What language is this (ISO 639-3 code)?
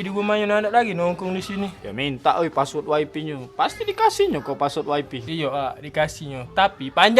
mui